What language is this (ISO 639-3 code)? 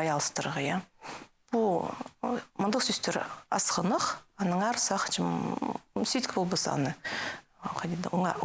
kjh